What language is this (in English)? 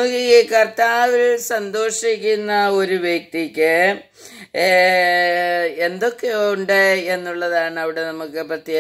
Malayalam